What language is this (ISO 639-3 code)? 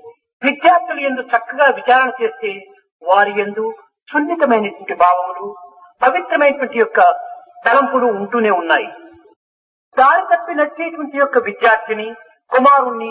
tel